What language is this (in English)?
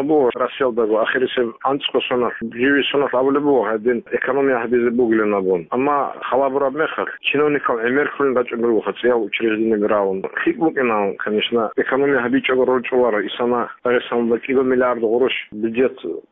Avaric